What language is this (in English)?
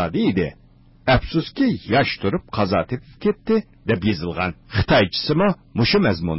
Uyghur